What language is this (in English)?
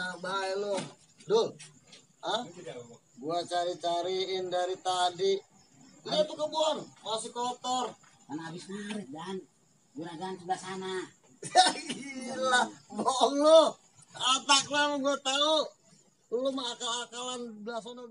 Betawi